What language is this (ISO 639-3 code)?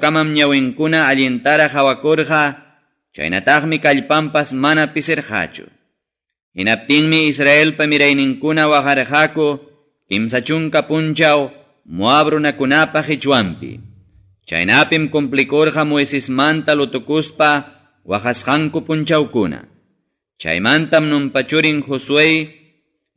quy